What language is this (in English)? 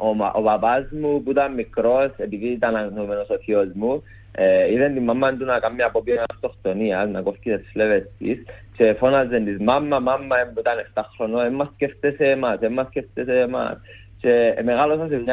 Greek